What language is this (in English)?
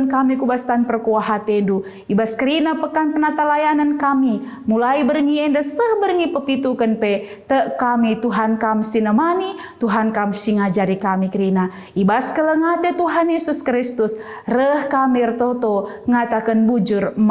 Batak Karo